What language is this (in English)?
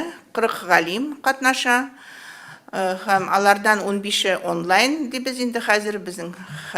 Tatar